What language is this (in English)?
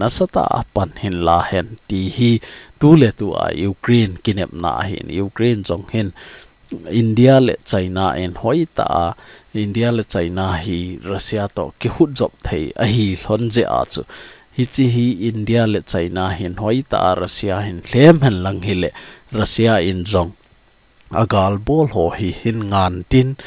Thado Chin